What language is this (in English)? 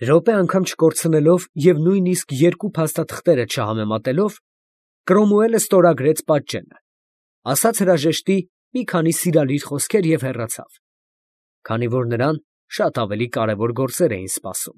Armenian